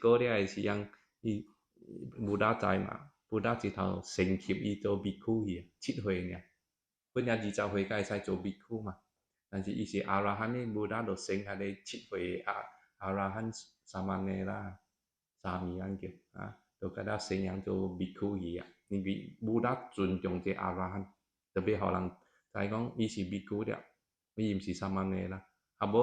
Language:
Min Nan Chinese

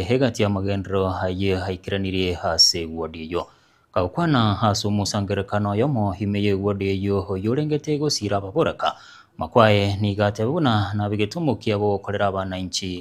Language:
Gusii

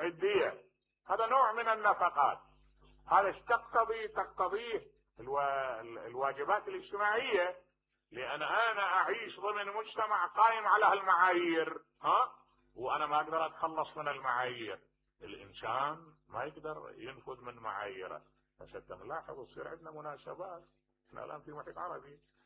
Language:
Mesopotamian Arabic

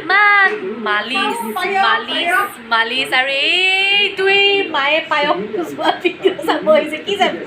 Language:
Assamese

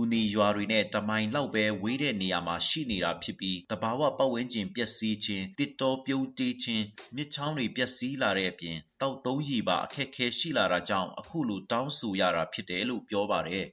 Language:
Burmese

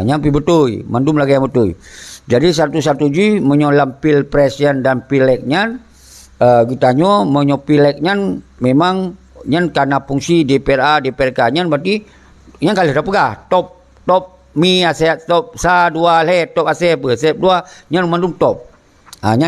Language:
Achinese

